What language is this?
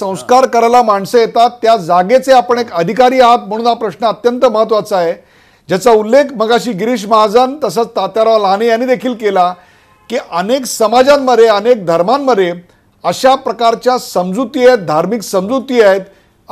Marathi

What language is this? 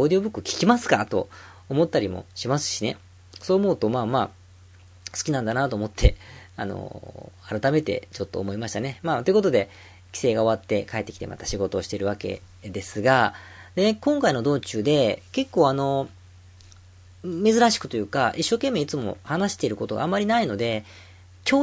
Japanese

